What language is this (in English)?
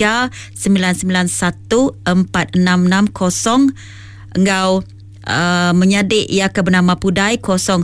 Iban